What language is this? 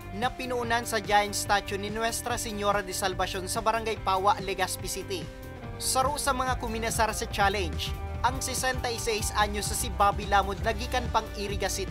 Bikol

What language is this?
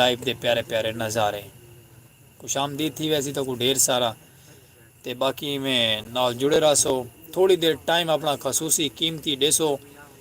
Saraiki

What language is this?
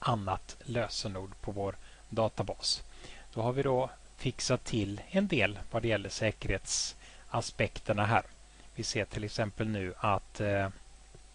Swedish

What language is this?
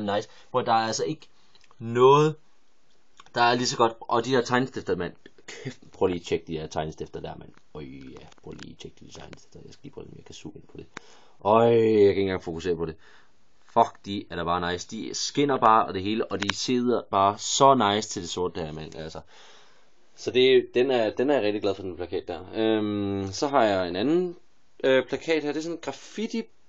Danish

